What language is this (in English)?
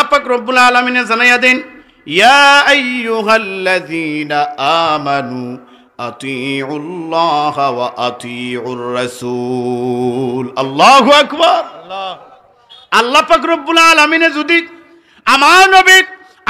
Sylheti